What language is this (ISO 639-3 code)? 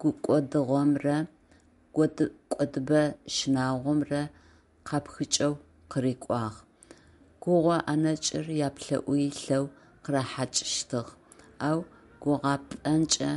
ady